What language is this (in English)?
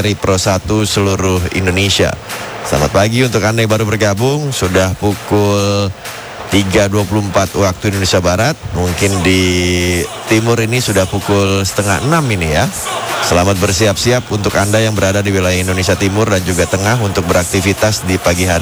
Indonesian